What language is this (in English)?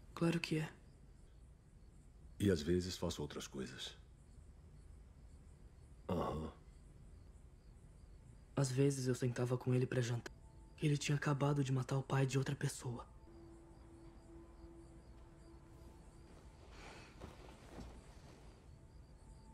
Portuguese